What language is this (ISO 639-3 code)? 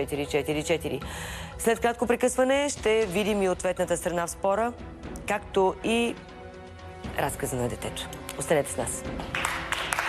bul